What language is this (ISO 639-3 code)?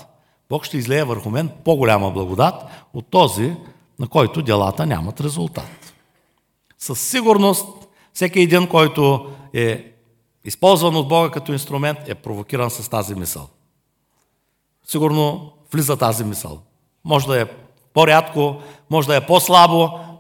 bul